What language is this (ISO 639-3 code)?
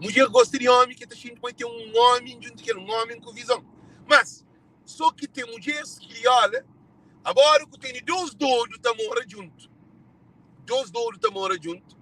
kea